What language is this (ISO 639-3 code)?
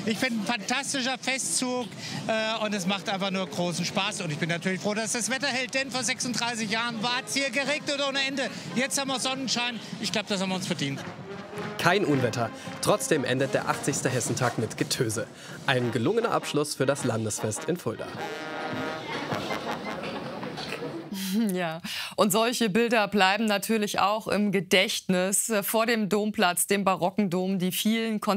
deu